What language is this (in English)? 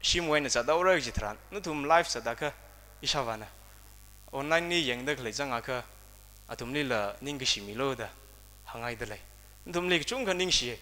Tangkhul Naga (India)